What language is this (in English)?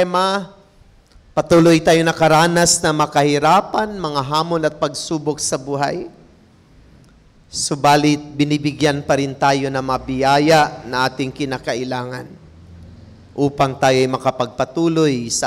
Filipino